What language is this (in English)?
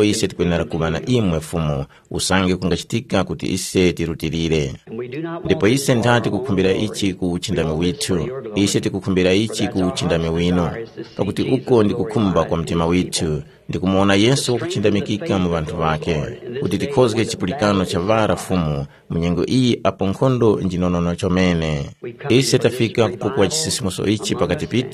Tumbuka